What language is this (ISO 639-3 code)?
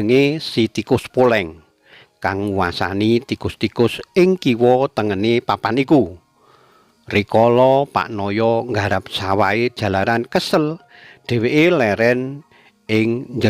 jav